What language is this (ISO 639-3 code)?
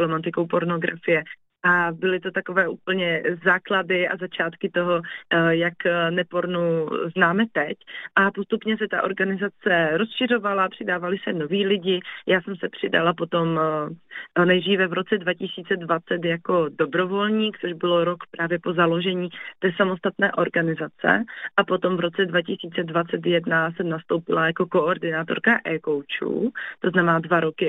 ces